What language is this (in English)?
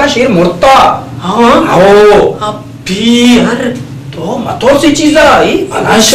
Baluchi